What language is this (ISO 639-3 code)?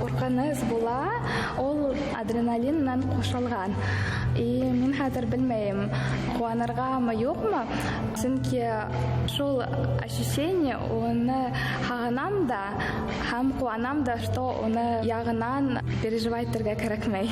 bak